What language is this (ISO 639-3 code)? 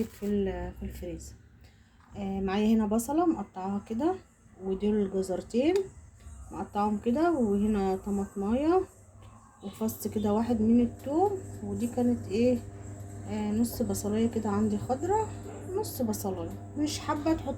arz